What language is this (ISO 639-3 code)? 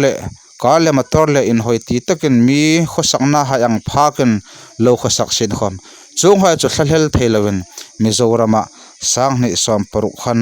hmr